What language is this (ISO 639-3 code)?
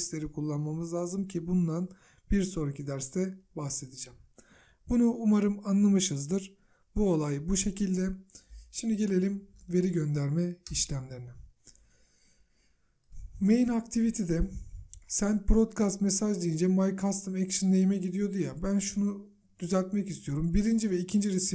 tur